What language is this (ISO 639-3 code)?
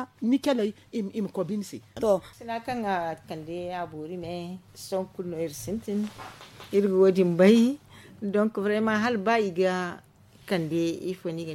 dje